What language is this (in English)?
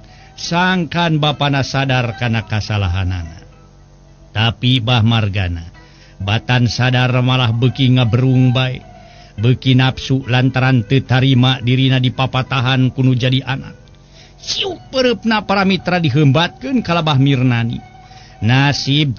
Sundanese